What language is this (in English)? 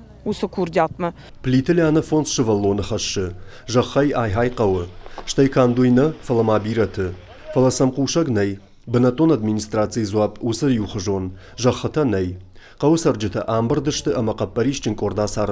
Ossetic